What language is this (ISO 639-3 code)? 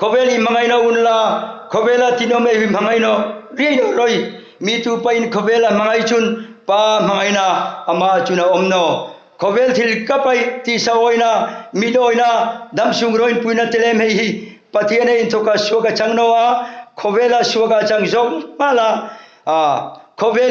hmr